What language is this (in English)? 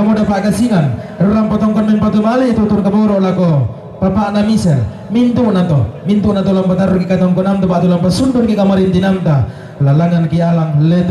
Toraja-Sa'dan